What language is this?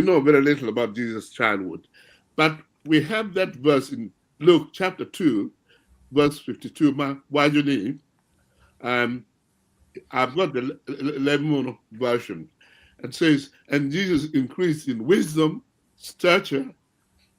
Acoli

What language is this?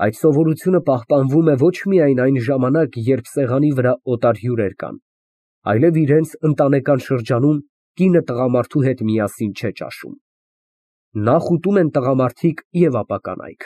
Armenian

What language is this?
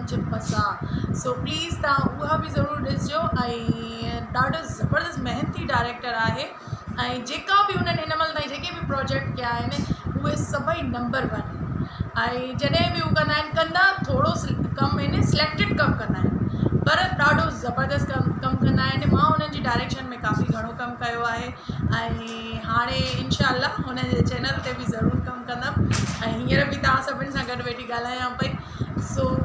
Sindhi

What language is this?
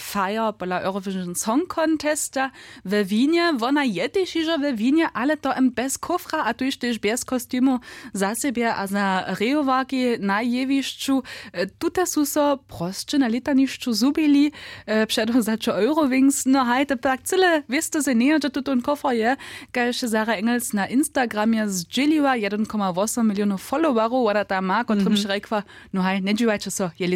Upper Sorbian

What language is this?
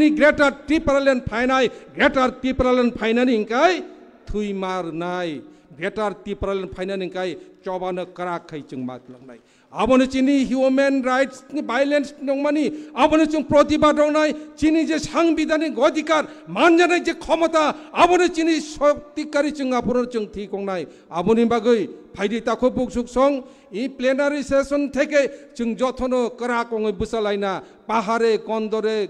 Kok Borok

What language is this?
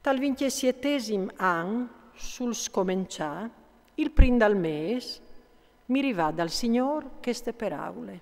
Friulian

